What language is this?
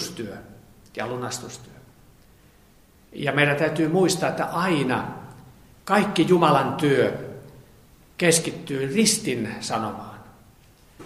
Finnish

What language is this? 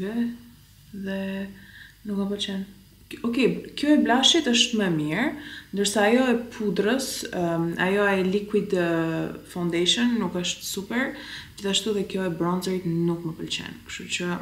Albanian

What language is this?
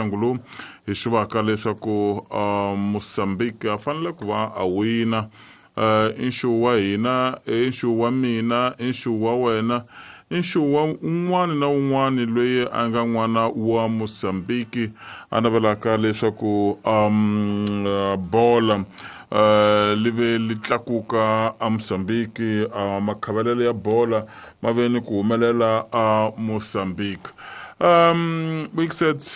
Tsonga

